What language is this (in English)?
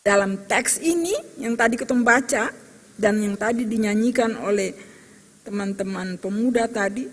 Ambonese Malay